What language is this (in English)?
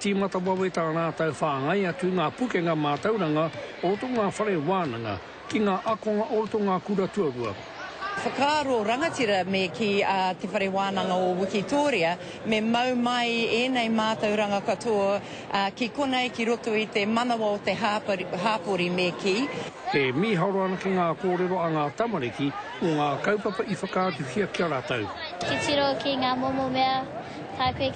Māori